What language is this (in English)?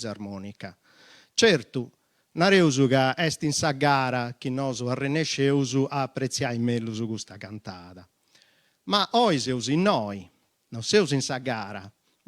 Sardinian